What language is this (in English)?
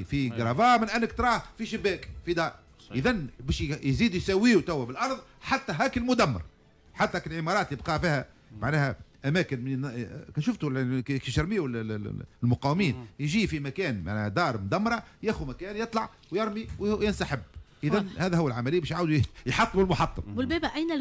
Tunisian Arabic